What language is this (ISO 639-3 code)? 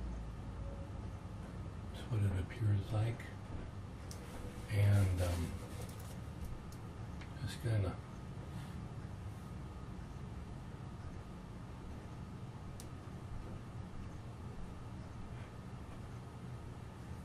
eng